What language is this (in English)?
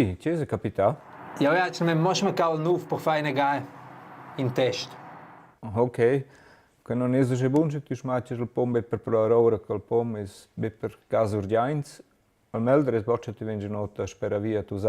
Romansh